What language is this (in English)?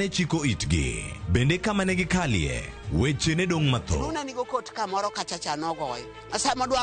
Luo (Kenya and Tanzania)